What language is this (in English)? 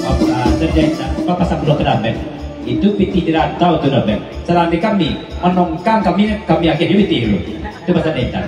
Minangkabau